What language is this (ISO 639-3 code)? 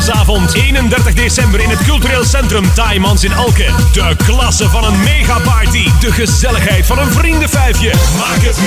nld